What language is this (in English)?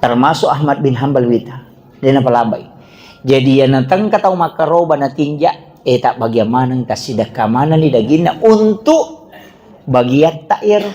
Buginese